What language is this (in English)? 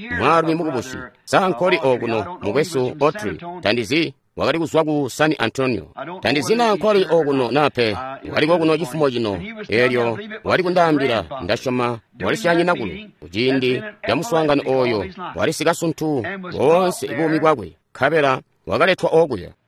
Tonga (Zambia)